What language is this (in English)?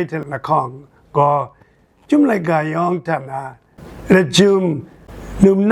Kachin